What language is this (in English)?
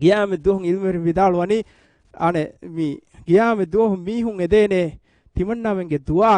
Divehi